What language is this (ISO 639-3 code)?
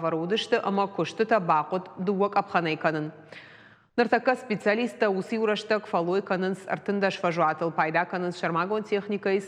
oss